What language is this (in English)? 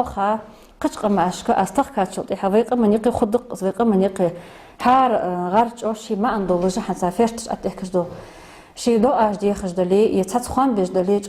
Ingush